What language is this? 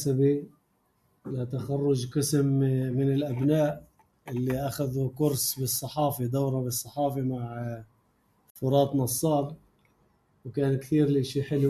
North Levantine Arabic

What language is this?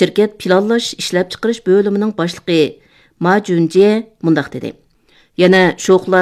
Uyghur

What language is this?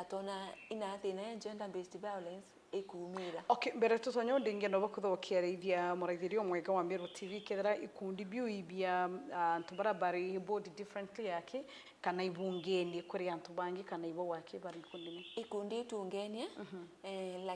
Meru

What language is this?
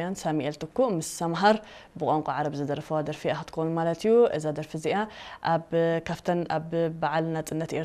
Tigrinya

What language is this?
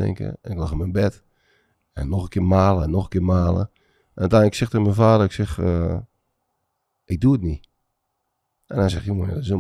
Dutch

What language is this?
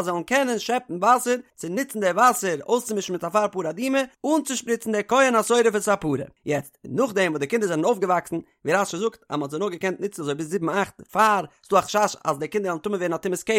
Yiddish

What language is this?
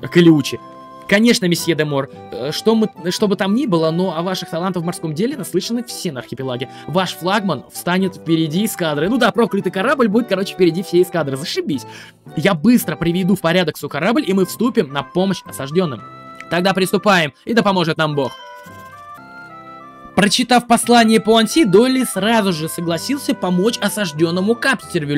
Russian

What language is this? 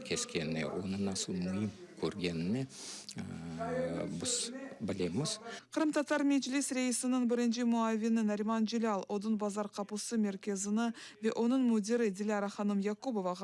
Crimean Tatar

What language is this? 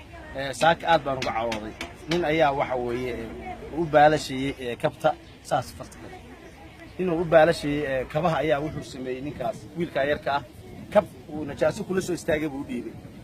Somali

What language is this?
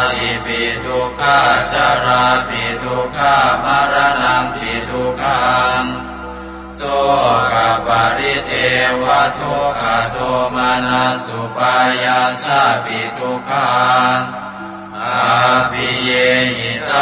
Pali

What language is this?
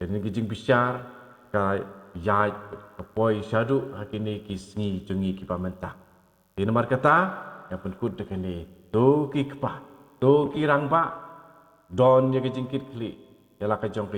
Khasi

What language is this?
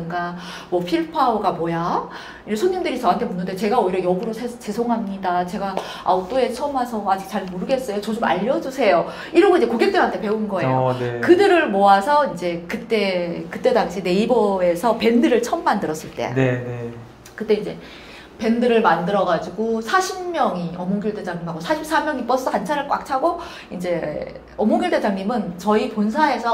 Korean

